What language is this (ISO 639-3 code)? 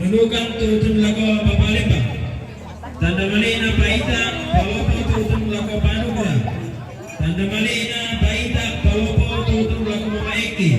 sda